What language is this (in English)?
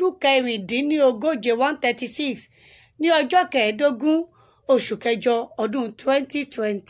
Yoruba